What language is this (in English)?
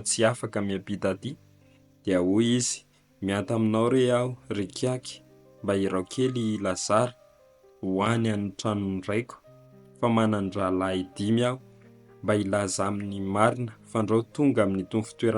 Malagasy